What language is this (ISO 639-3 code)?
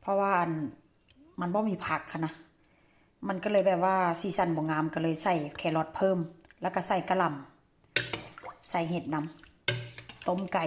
tts